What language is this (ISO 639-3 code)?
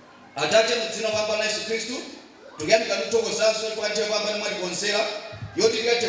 nya